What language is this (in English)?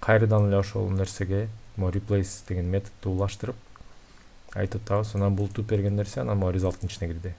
Kyrgyz